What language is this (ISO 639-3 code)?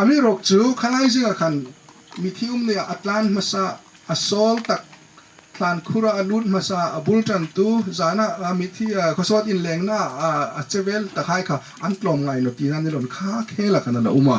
hmr